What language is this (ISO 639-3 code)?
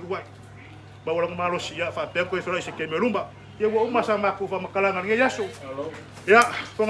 smo